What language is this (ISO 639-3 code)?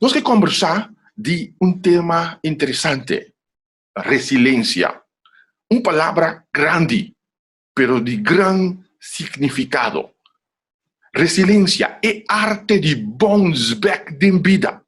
pap